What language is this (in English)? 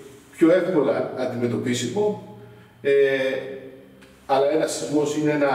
Greek